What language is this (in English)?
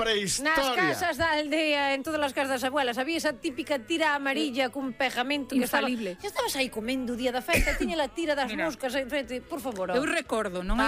Galician